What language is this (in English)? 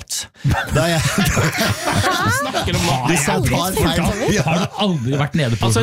Norwegian